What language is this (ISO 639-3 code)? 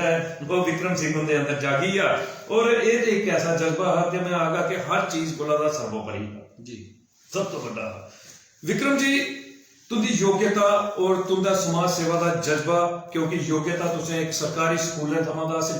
doi